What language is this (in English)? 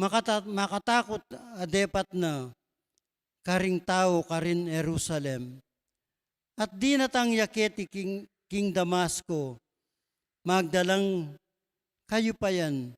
Pampanga